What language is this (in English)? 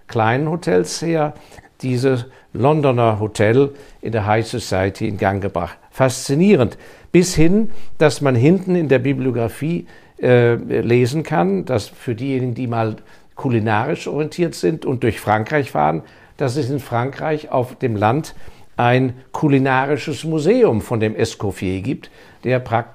German